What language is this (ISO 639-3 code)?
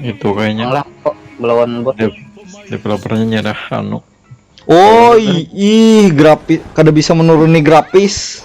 bjn